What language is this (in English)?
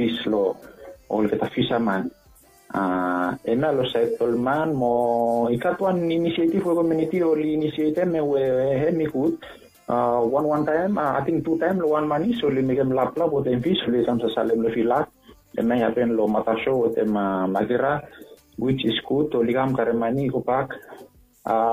Bislama